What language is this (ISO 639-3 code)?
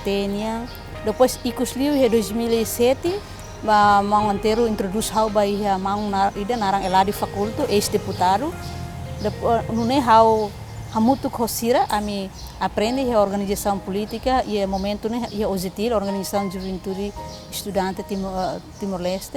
tet